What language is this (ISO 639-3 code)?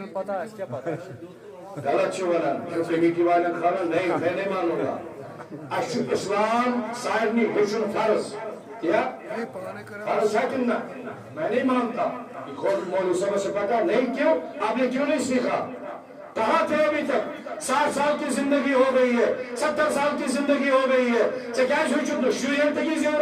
kas